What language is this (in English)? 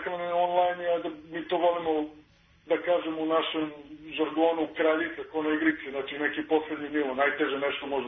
Serbian